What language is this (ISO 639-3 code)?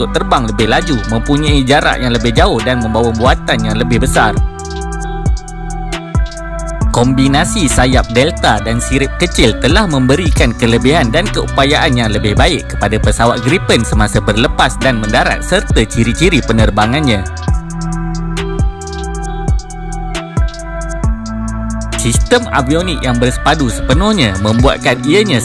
msa